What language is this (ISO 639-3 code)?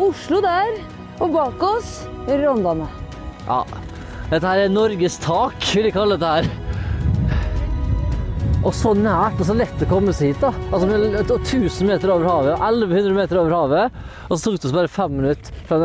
nor